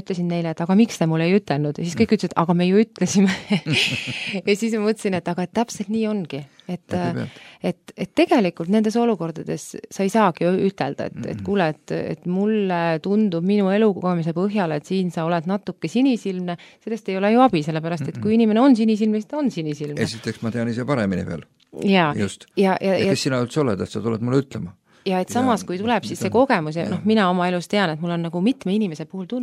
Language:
Estonian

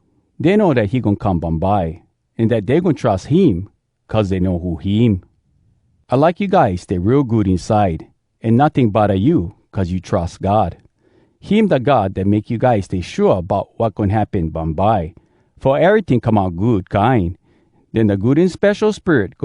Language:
Hawai'i Creole English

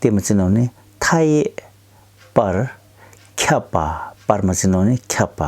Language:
Tibetan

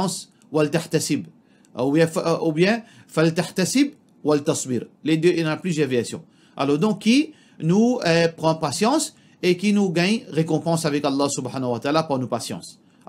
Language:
Morisyen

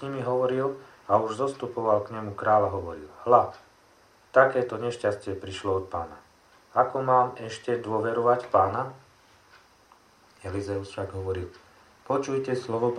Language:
Slovak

